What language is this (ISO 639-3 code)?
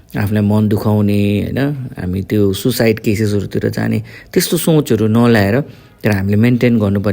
nep